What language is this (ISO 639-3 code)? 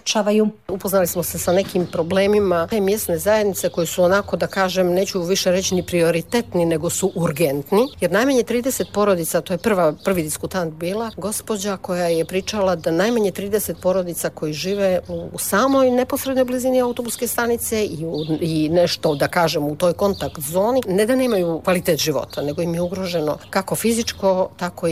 bos